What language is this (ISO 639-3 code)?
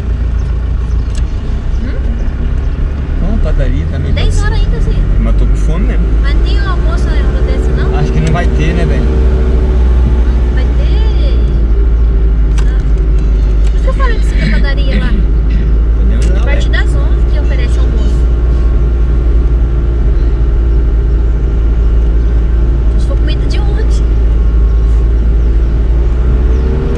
por